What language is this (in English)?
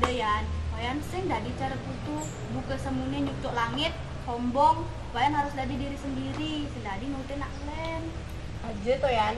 Balinese